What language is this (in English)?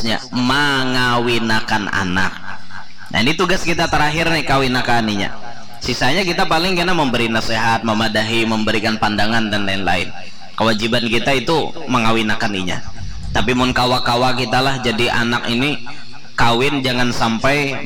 Banjar